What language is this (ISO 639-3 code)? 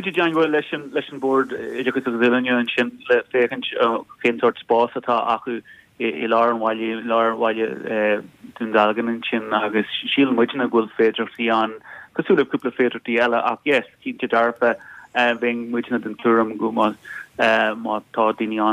gle